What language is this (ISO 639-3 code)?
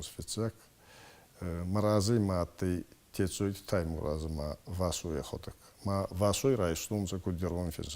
oss